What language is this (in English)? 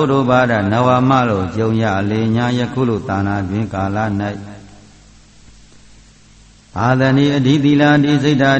Burmese